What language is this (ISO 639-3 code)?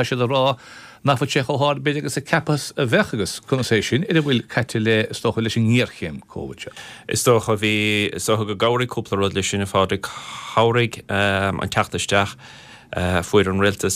gle